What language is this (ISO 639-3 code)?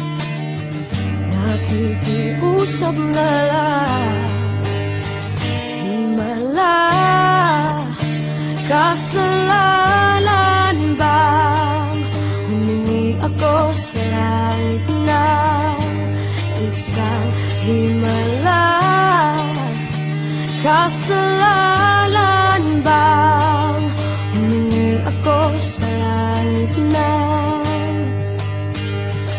fil